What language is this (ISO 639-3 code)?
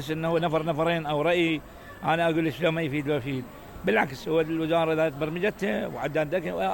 acm